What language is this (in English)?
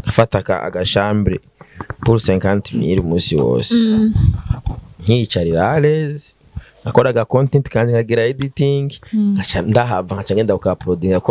Rundi